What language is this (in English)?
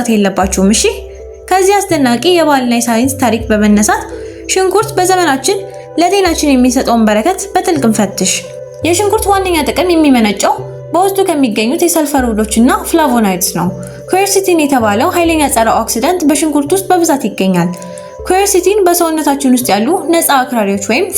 Amharic